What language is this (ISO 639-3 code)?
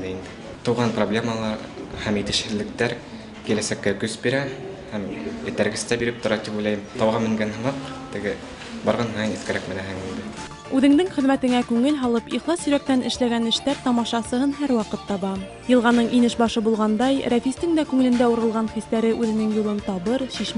bak